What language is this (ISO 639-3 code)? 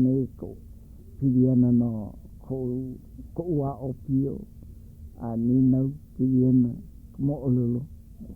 haw